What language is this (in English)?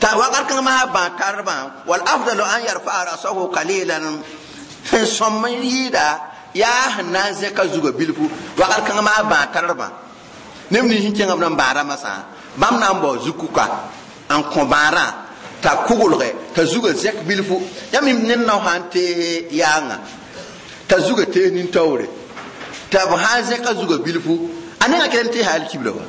Mossi